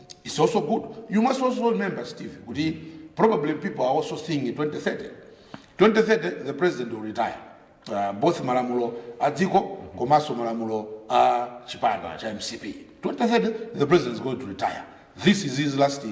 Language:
Nyanja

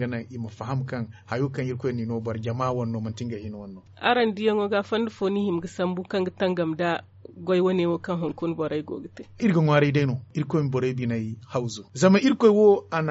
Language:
Zarma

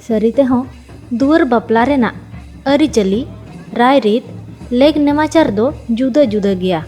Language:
Santali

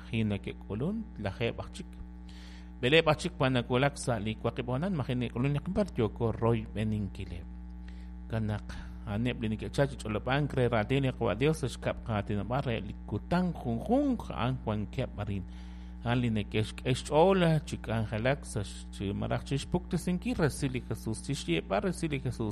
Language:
Kekchí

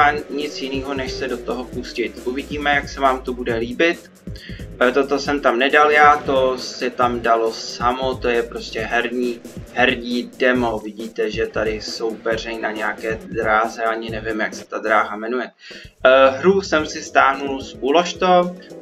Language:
Czech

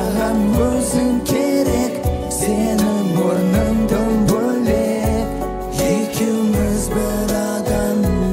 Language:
Kara-Kalpak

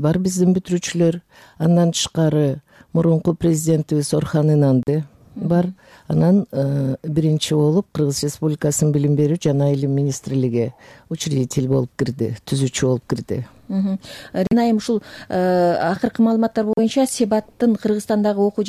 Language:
Kyrgyz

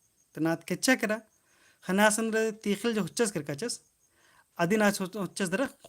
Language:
Kurukh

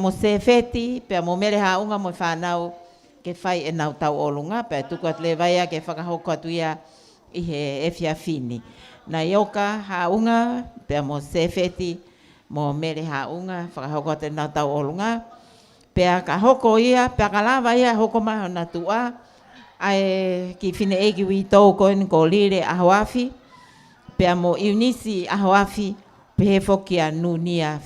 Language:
Tongan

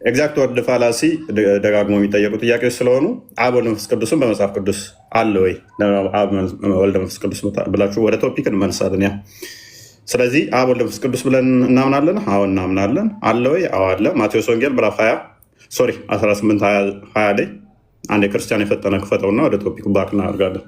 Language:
Amharic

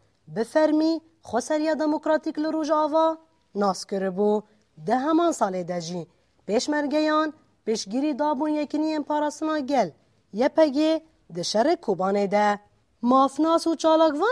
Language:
Kurdish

